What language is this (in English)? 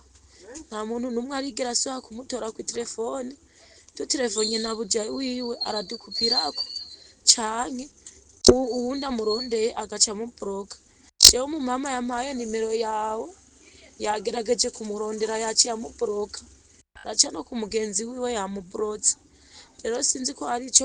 Rundi